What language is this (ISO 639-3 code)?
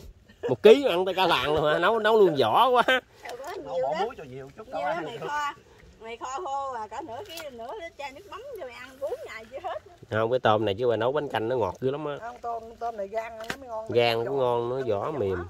vie